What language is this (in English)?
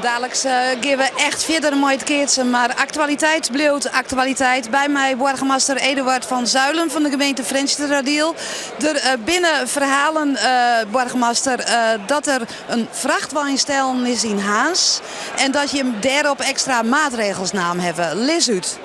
Western Frisian